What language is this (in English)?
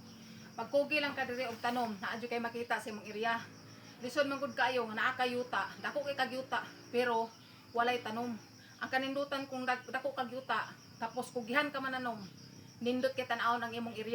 Cebuano